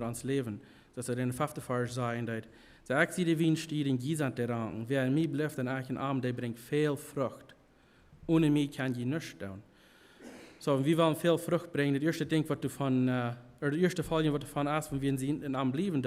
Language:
Plautdietsch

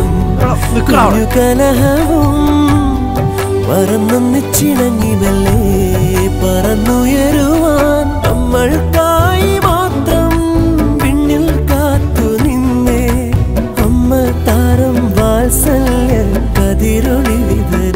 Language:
Malayalam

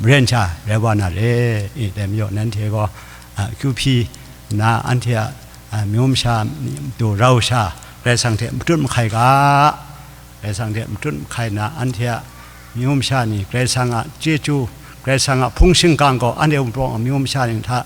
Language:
Kachin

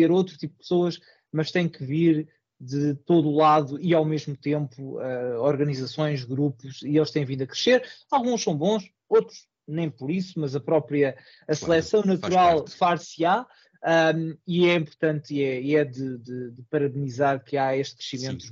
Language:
Portuguese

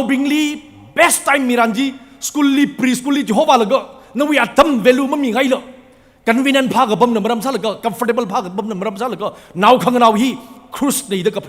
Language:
Tangkhul Naga (India)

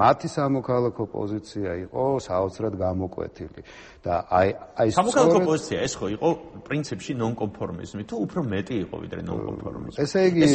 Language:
Georgian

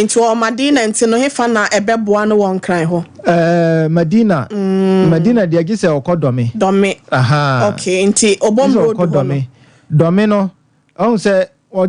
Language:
Akan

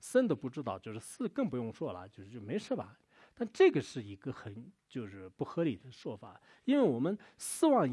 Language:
Chinese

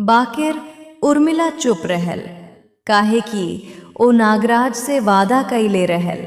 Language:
Bhojpuri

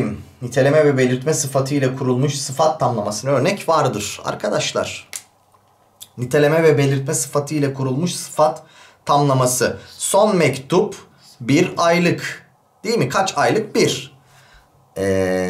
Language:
Turkish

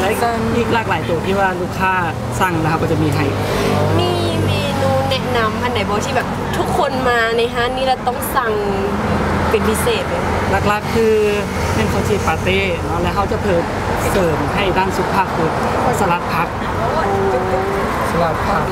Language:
Lao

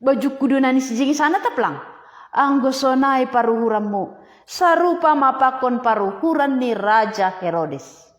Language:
Batak Simalungun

